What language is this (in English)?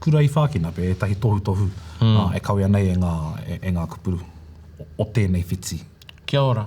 Māori